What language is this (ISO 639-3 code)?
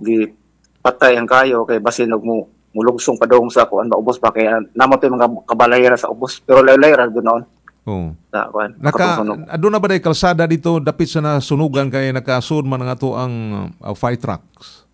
ceb